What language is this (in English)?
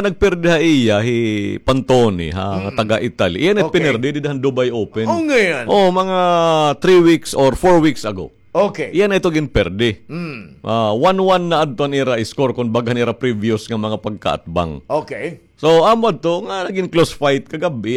Waray